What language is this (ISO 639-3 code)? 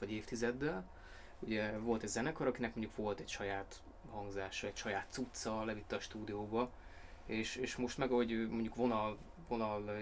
hun